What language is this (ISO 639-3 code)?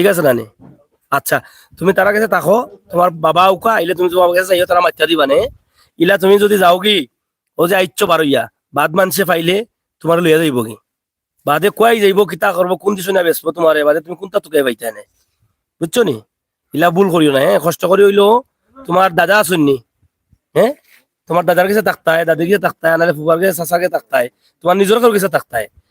syl